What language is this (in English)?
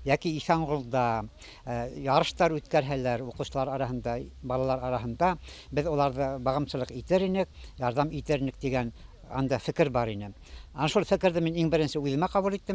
Bashkir